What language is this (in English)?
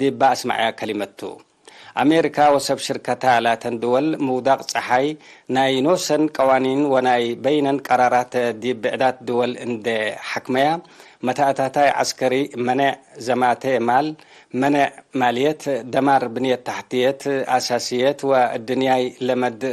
Tigre